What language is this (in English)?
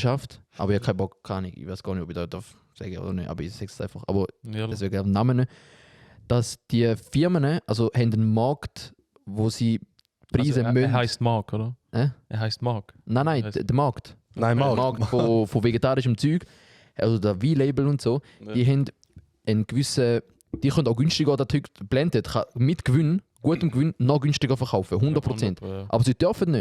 Swiss German